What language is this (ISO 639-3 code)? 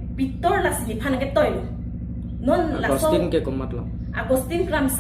mjw